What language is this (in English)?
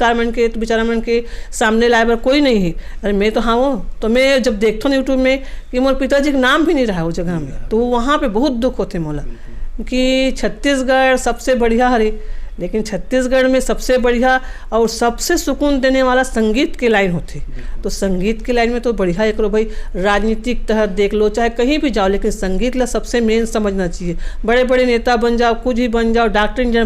Chhattisgarhi